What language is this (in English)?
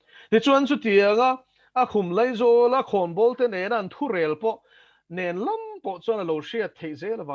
Mizo